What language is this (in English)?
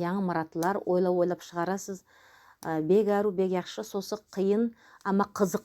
Nogai